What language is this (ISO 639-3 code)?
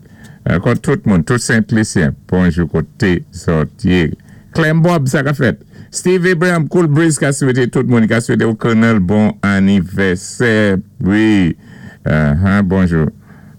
acf